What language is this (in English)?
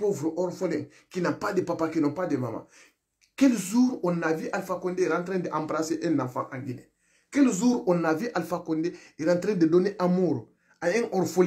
French